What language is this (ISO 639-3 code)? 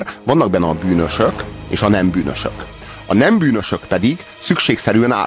hun